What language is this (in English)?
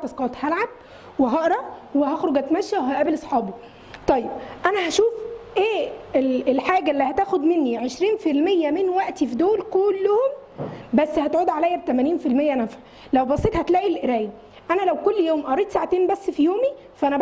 Egyptian Arabic